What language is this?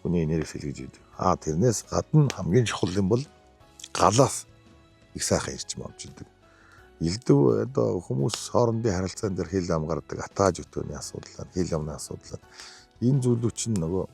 Mongolian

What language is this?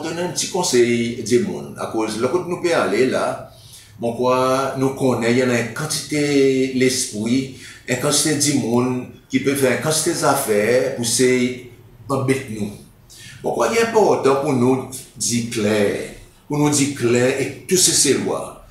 Seselwa Creole French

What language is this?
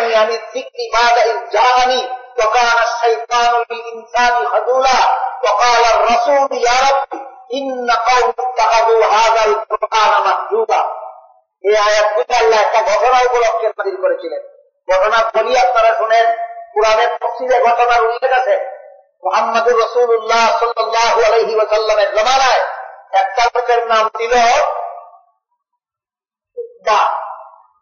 Bangla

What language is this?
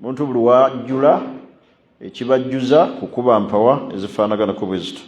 Ganda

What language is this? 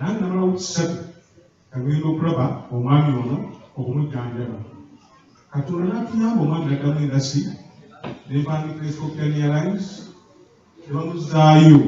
Ganda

